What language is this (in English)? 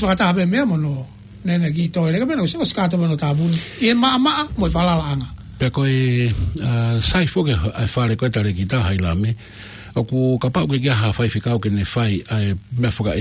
Tongan